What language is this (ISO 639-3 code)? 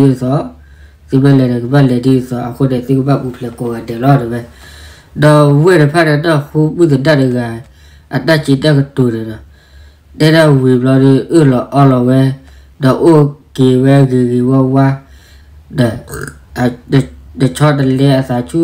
ksw